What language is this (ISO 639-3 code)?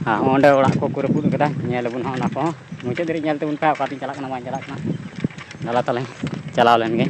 sat